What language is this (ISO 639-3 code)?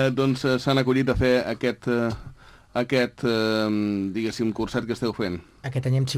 cat